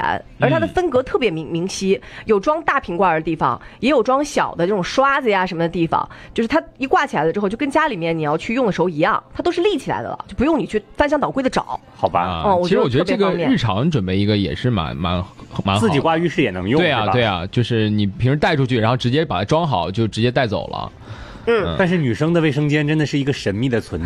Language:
Chinese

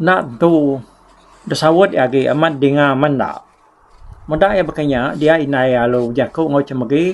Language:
Iban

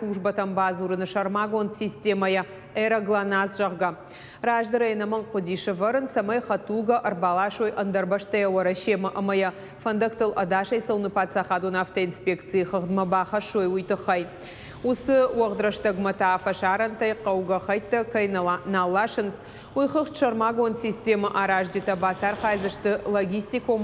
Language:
Ossetic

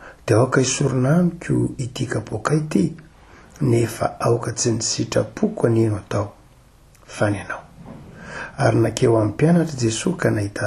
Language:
Malagasy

